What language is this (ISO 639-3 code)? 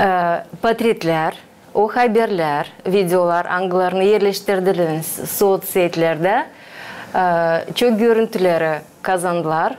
gag